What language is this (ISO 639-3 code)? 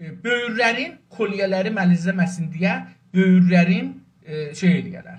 azb